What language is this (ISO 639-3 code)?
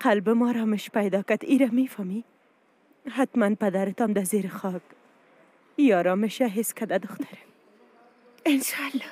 fas